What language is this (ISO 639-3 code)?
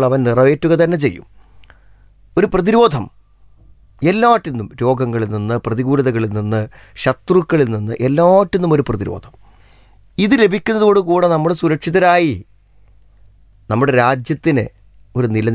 mal